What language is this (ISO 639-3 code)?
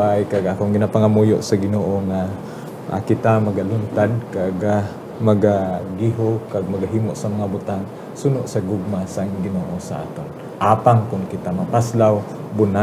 hil